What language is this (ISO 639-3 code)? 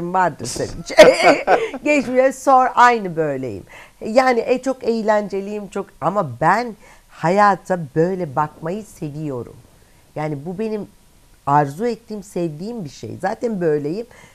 tur